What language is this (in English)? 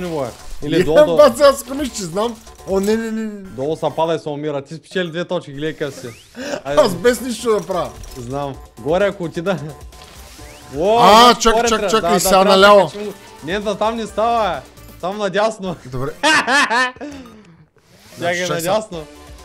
Bulgarian